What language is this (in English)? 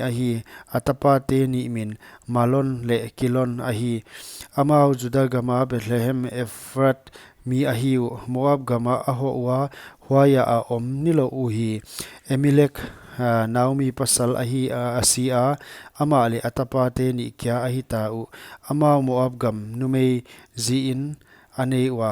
Paite Chin